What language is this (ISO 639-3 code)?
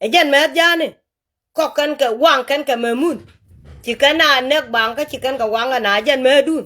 nus